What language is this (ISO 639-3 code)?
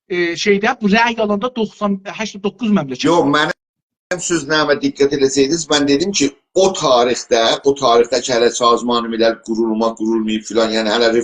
azb